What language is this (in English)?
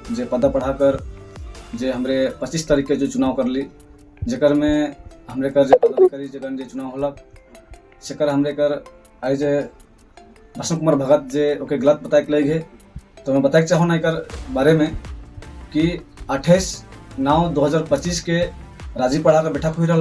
Sadri